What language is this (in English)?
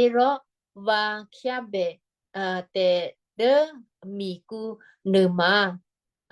Western Kayah